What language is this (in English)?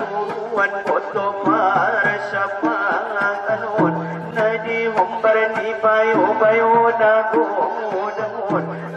Batak Angkola